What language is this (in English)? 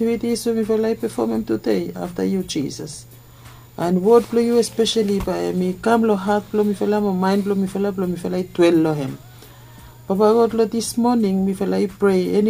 Bislama